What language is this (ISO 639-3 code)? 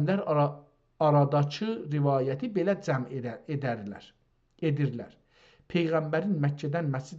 azb